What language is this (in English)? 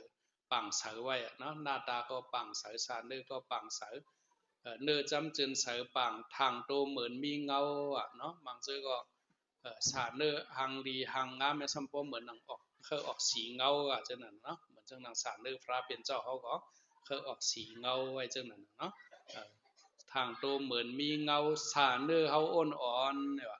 Shan